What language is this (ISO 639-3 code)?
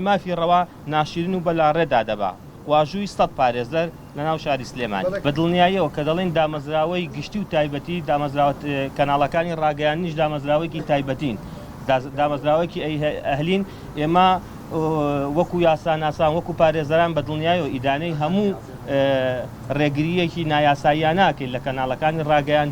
ckb